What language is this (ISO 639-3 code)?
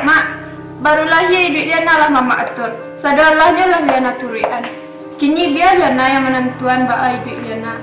min